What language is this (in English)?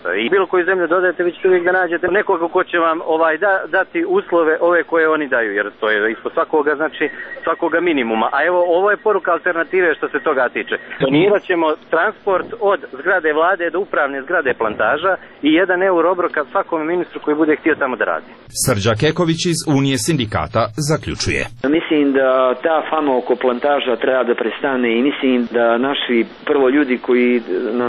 Serbian